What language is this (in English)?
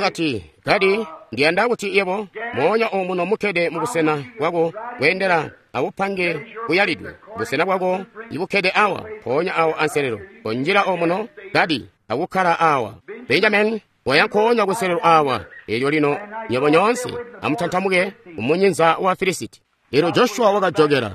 Tonga (Zambia)